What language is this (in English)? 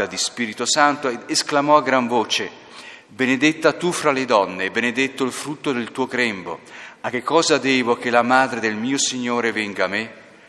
Italian